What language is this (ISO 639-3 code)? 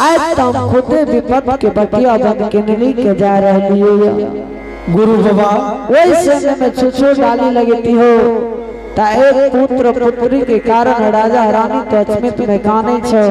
anp